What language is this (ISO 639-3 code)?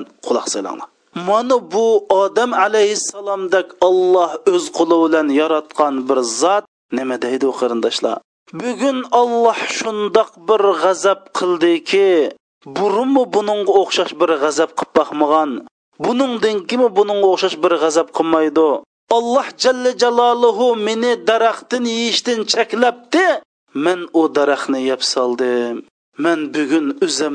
uig